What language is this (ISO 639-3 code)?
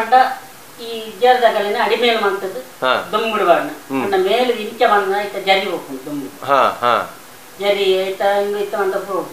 tcy